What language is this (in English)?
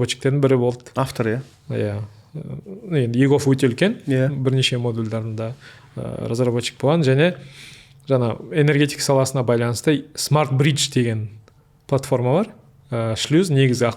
Kazakh